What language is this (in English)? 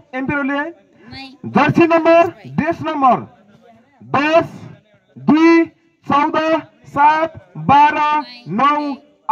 Nepali